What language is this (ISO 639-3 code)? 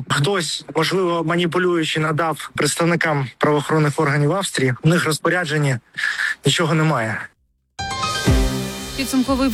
ukr